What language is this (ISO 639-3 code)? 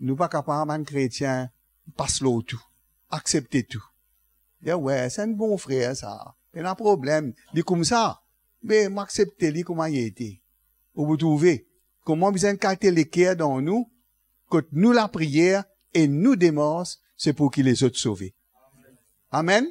mfe